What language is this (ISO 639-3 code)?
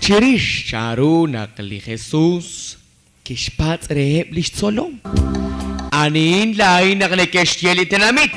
kek